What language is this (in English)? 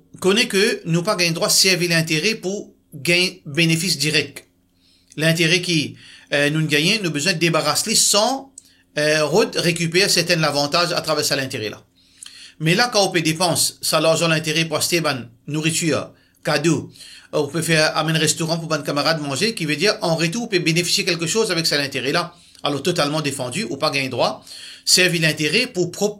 Morisyen